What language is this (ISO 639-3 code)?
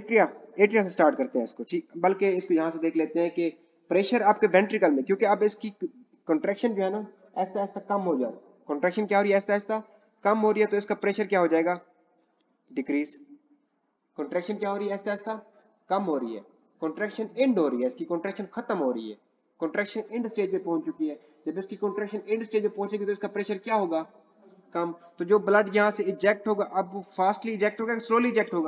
hin